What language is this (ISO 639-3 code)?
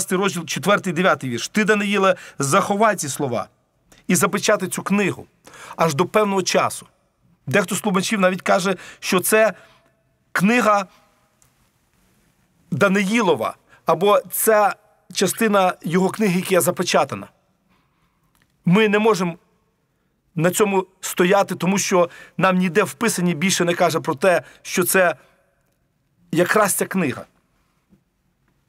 ukr